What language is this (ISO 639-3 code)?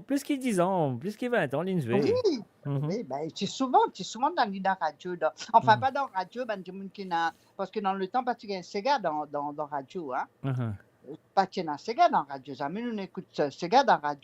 mfe